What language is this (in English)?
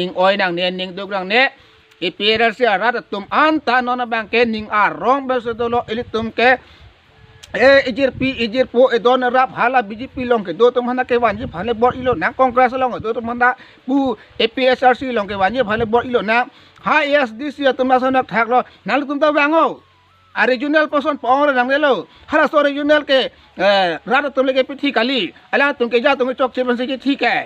Karbi